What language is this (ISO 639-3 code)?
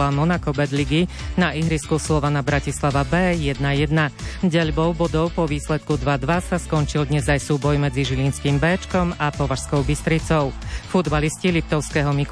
slk